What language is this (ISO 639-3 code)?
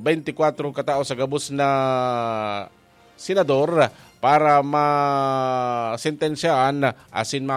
bik